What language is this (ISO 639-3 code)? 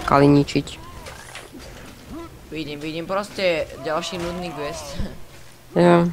slk